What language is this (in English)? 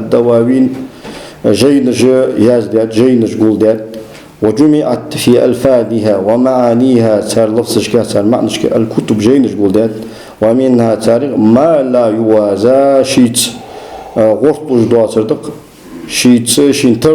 Ingush